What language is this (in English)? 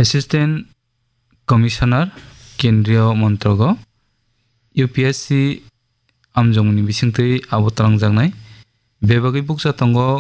Kok Borok